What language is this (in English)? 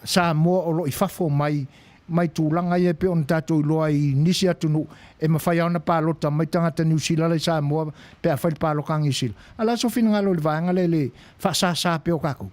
Samoan